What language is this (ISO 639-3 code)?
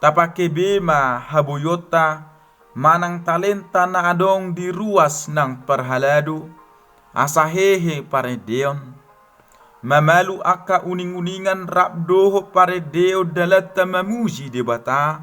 bbc